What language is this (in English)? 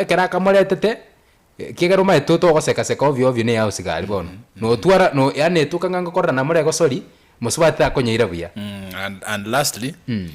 Gusii